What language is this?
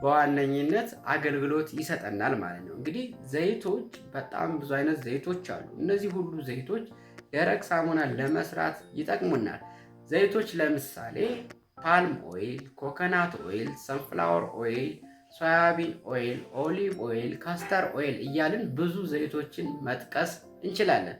Amharic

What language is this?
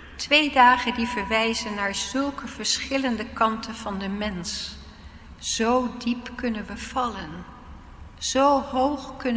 Dutch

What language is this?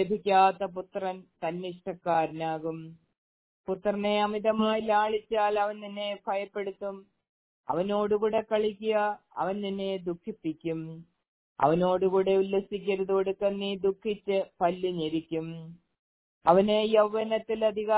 Malayalam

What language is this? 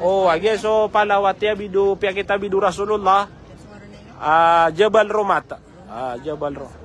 Maranao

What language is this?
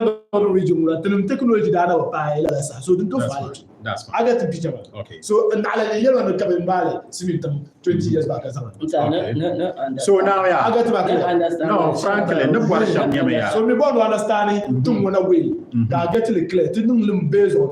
Dagbani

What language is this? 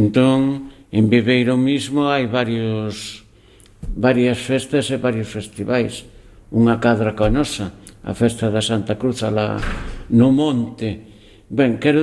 Galician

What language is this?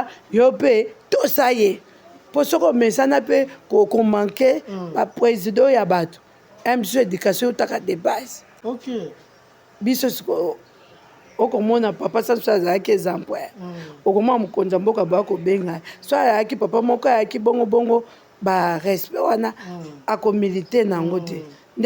Lingala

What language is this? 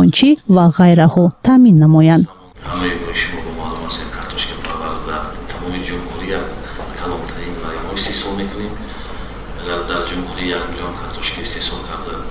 Tajik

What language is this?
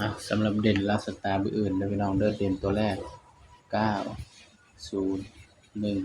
Northeastern Thai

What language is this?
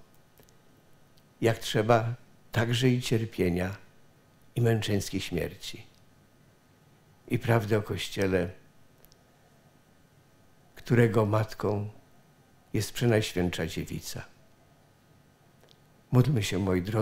Polish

